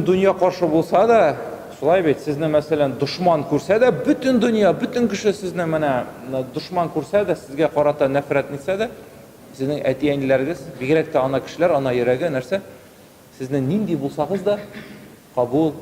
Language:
Tatar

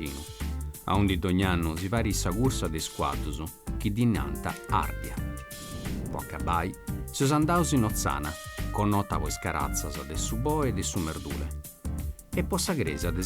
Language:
Sardinian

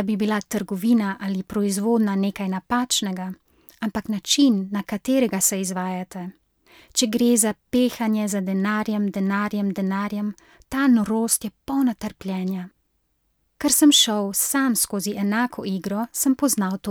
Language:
Slovenian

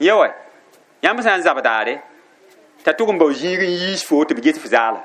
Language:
Mossi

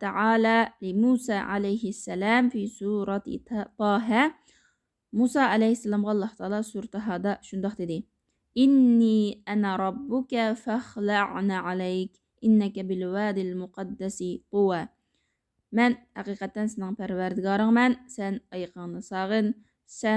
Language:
Uyghur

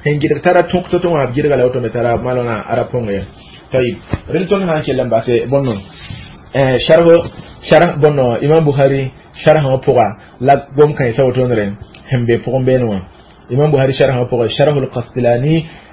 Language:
Mossi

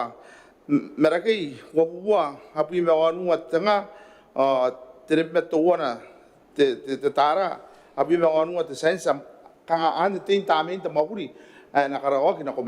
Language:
Gilbertese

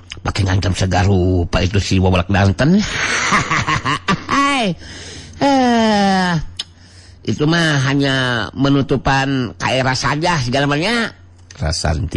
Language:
Sundanese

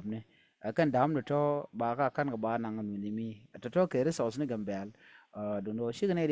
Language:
Nuer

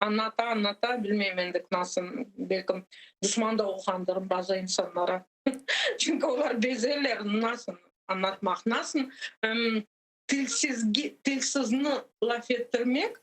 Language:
Crimean Tatar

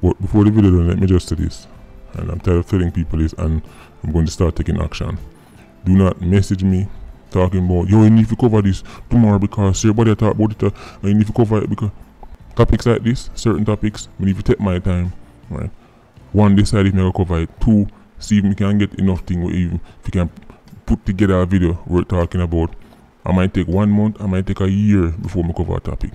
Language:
Jamaican Creole English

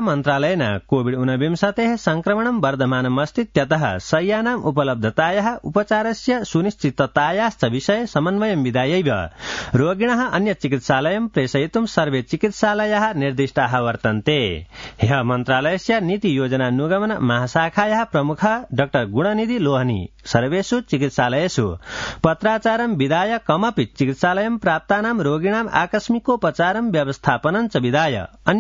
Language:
Sanskrit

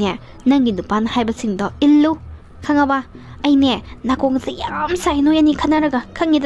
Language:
Manipuri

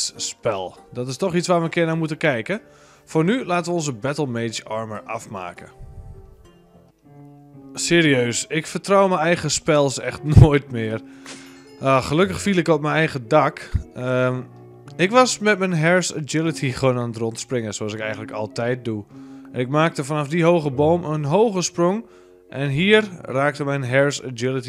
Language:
Dutch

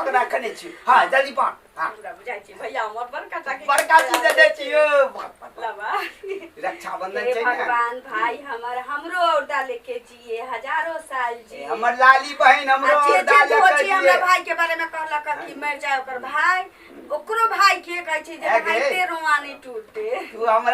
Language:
Maithili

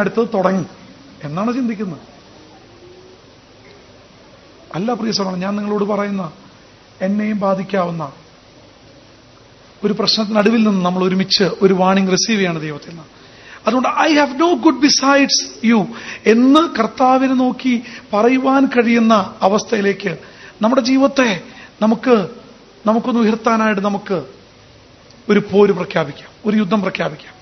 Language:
Malayalam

